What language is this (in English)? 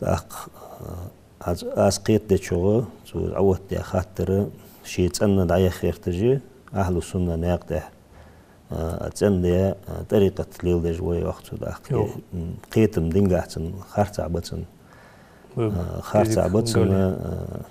Ingush